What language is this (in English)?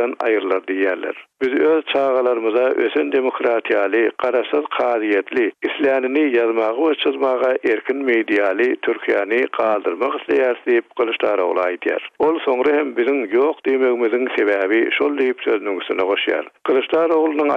Turkmen